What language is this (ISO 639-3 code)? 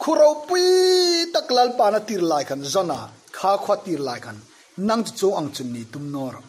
hmr